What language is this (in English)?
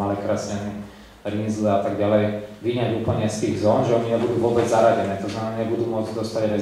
Slovak